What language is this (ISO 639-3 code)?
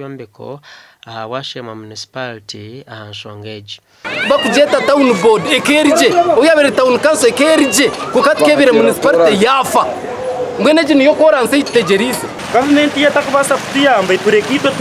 nyn